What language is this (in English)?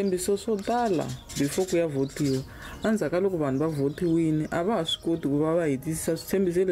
Tsonga